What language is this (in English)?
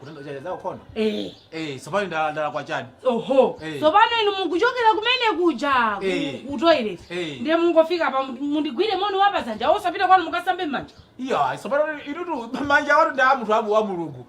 Nyanja